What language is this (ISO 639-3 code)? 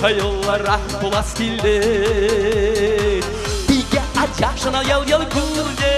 chv